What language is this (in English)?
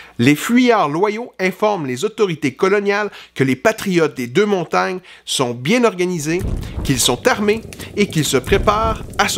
French